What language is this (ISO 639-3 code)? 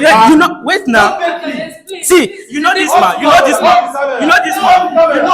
pcm